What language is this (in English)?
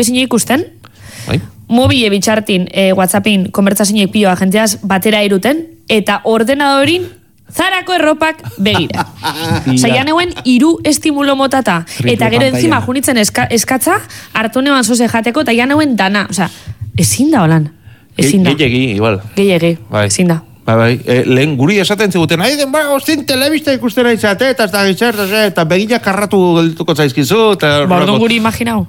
Basque